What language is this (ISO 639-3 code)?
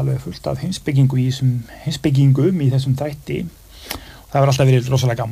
isl